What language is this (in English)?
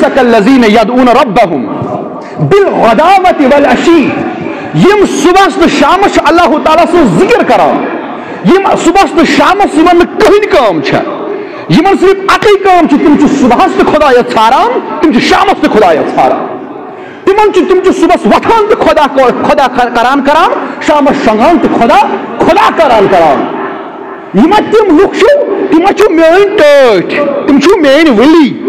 Kashmiri